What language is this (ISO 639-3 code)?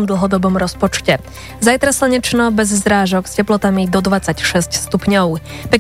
slk